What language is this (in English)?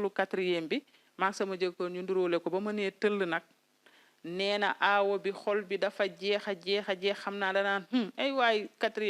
Wolof